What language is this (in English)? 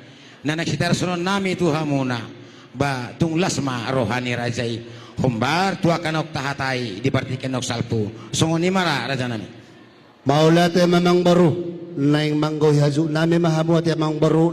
Batak Toba